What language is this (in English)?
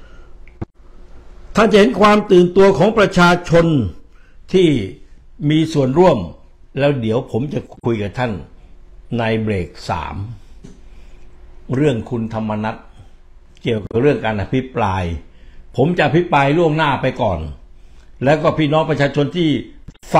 Thai